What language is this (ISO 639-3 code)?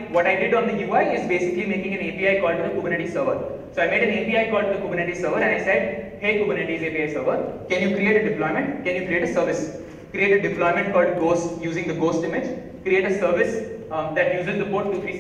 eng